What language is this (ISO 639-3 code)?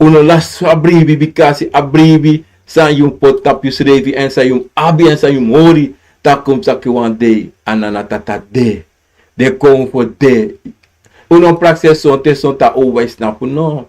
srn